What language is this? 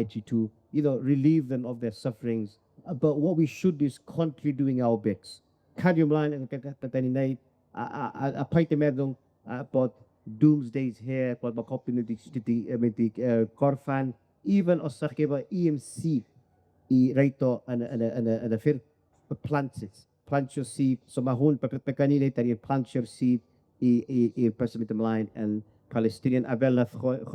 Welsh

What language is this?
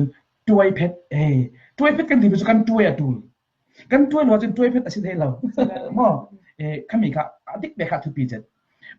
Falam Chin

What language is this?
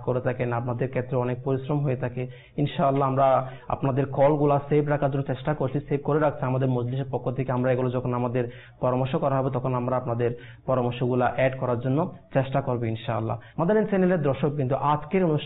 Bangla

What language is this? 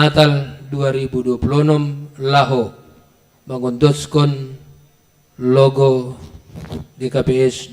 Batak Simalungun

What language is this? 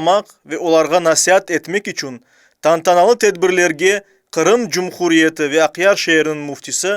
Crimean Tatar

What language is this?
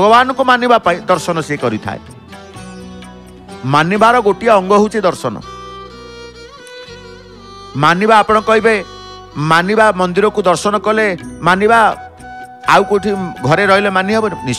Odia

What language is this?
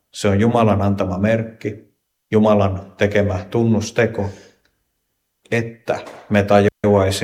Finnish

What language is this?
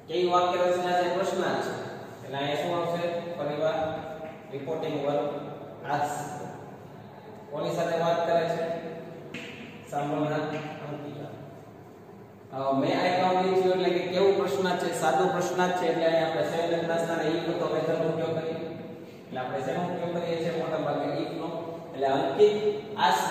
Gujarati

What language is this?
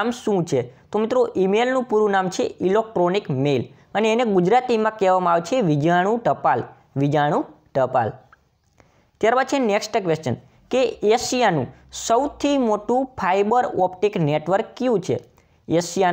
Gujarati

